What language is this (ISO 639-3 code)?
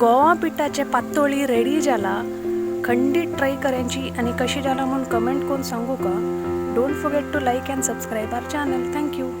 kok